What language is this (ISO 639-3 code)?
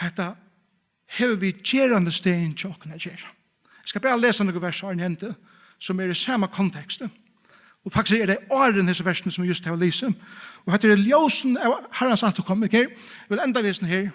fao